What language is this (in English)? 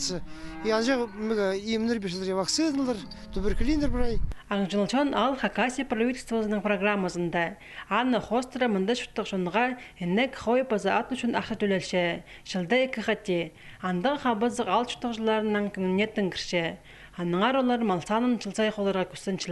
Khakas